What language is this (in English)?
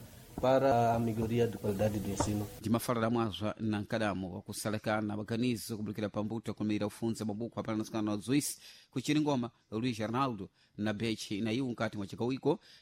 Sena